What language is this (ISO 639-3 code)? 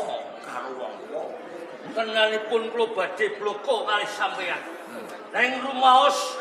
jav